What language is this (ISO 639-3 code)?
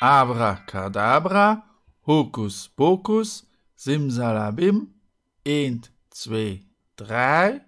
ltz